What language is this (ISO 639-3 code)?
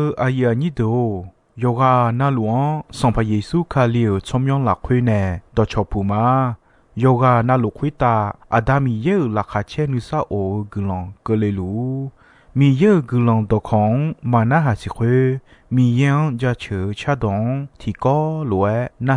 ahk